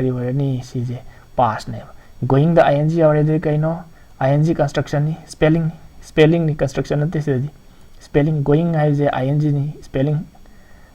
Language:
Manipuri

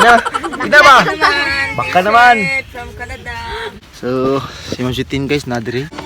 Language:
Cebuano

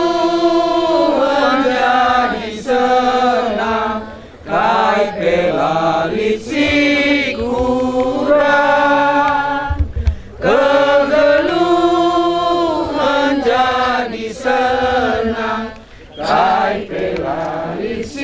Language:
Batak Karo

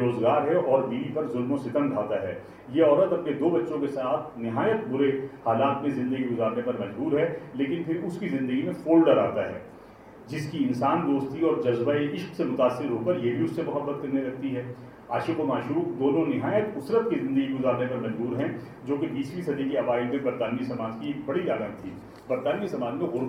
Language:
Urdu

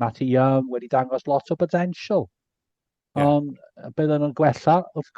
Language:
Welsh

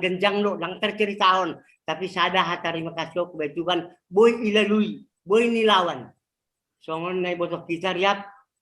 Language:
Batak Simalungun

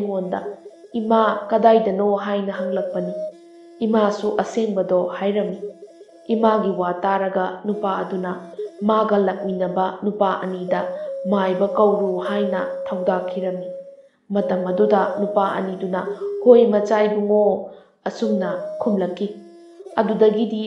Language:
Manipuri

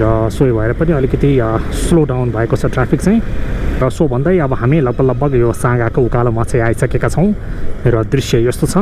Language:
Nepali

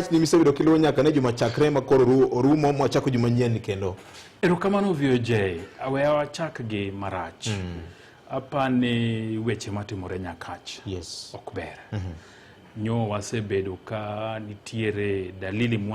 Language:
Luo (Kenya and Tanzania)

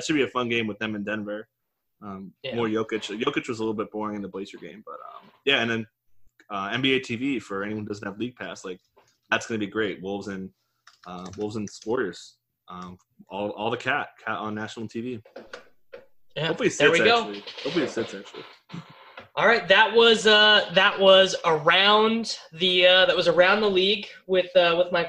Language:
English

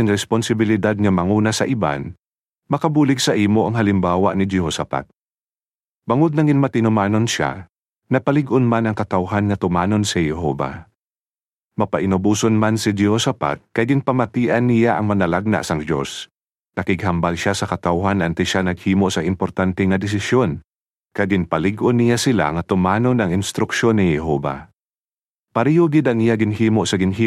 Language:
Hiligaynon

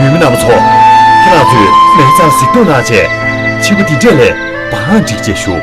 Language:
Tibetan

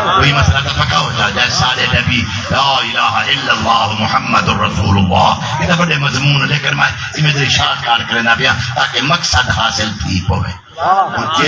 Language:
Saraiki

